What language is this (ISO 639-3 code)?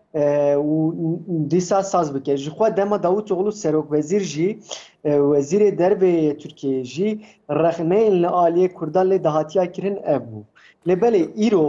kur